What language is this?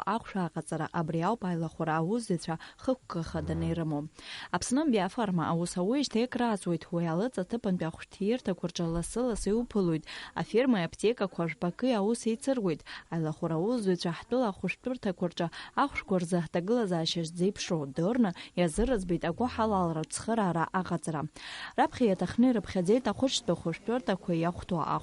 Abkhazian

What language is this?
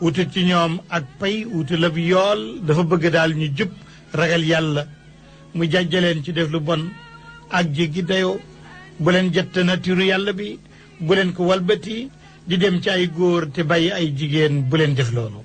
Wolof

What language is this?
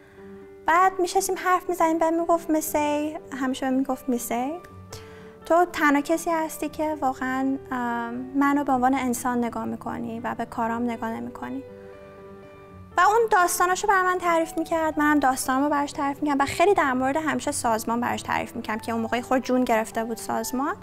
Persian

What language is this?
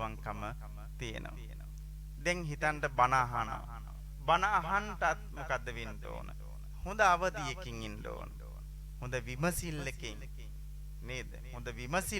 Sinhala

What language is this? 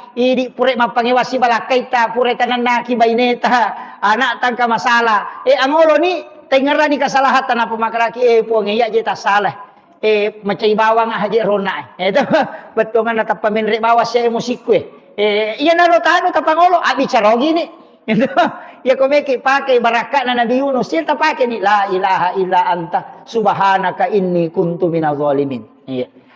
Buginese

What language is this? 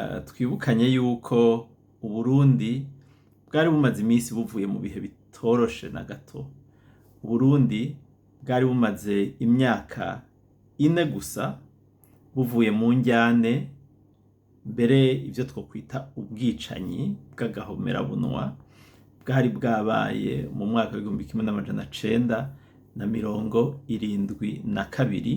Rundi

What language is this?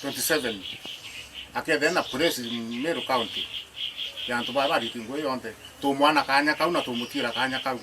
Meru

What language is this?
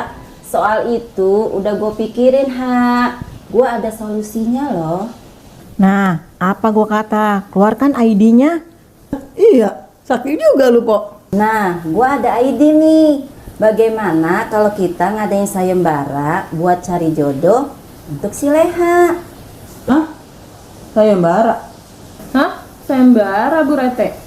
Betawi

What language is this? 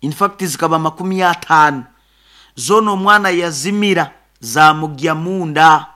Nyoro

